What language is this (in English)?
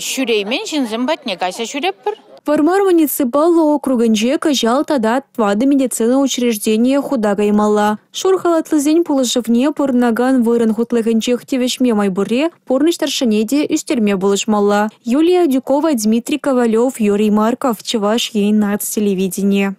Chuvash